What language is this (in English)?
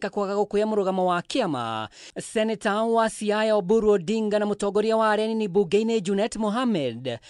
Kikuyu